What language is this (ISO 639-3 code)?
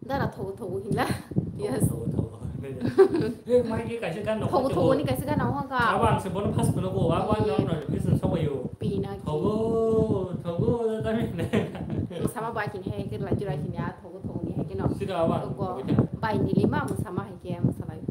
trp